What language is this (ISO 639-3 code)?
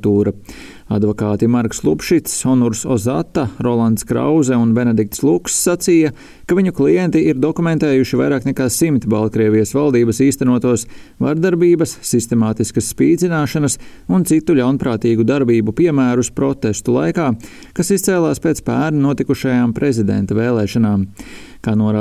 lav